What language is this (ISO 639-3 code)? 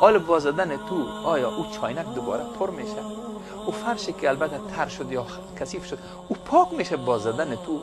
fas